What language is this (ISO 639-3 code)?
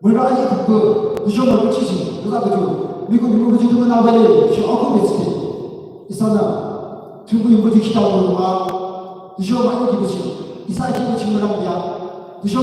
yim